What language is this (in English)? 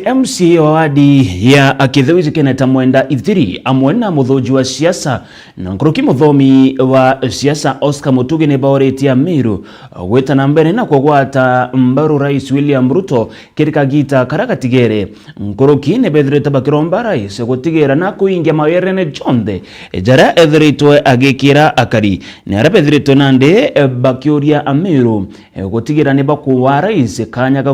Meru